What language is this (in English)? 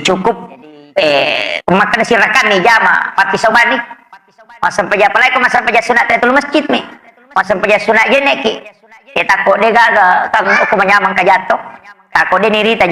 Buginese